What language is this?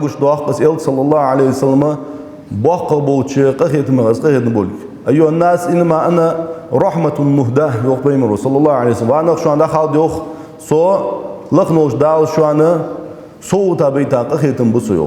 Ingush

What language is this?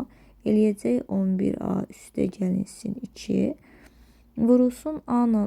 Azerbaijani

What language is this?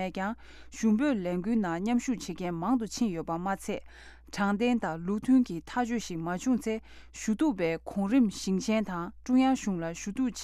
Latvian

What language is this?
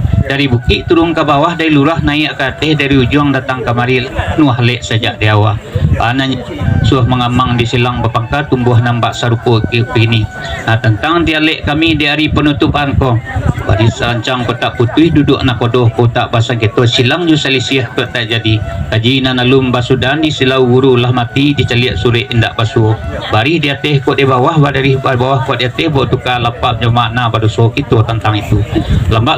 Minangkabau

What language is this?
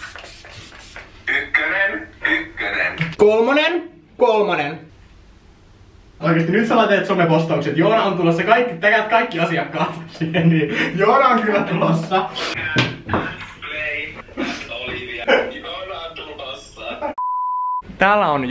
Finnish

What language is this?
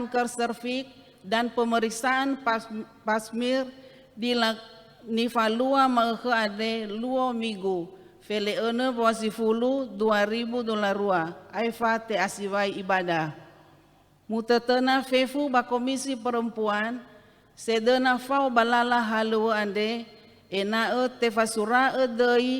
Nias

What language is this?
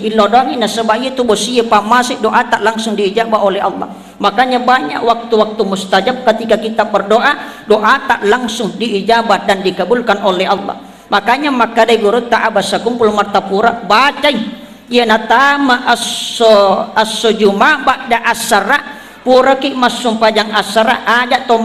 Buginese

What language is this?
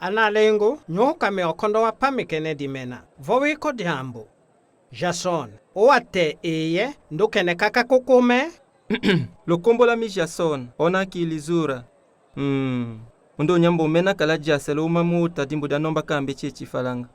Tetela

